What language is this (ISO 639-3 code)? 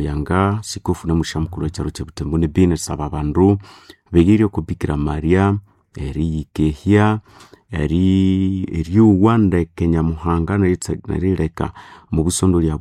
nnb